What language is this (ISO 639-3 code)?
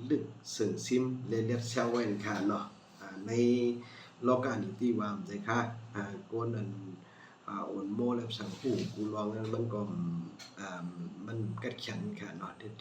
shn